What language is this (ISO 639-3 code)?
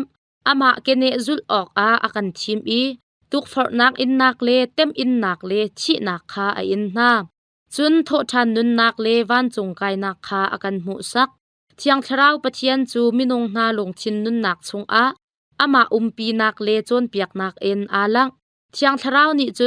cnh